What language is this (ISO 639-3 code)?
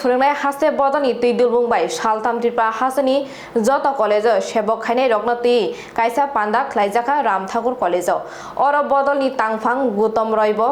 trp